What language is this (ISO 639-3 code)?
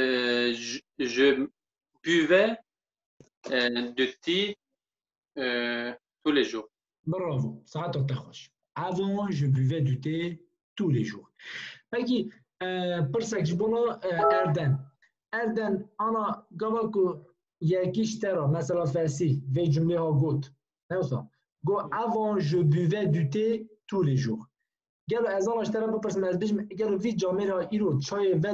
kur